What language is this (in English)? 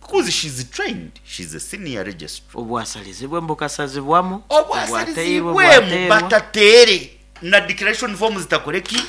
Nyoro